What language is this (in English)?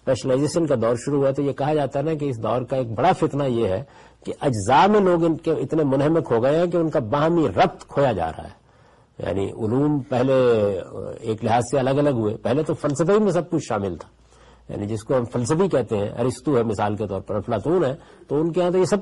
Urdu